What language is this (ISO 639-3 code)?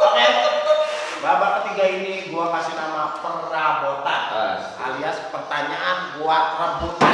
bew